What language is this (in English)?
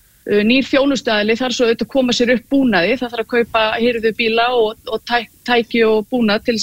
Icelandic